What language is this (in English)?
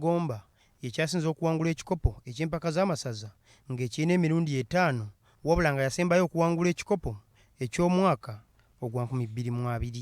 Ganda